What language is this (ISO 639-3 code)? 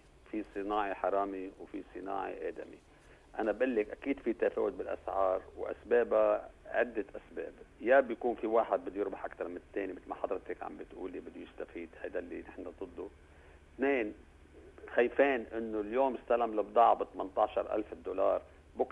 apc